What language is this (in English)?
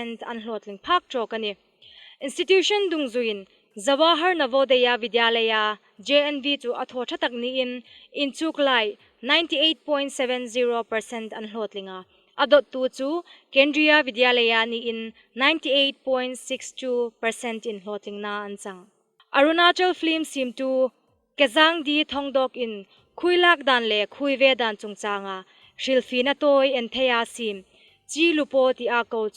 Hmar